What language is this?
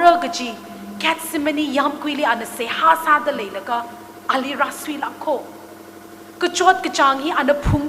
Tangkhul Naga (India)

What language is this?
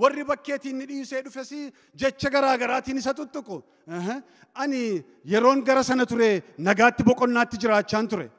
Oromo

